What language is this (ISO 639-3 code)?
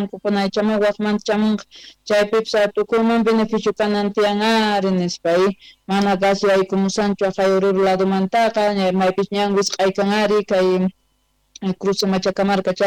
que